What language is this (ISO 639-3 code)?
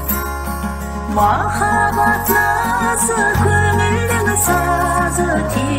kaz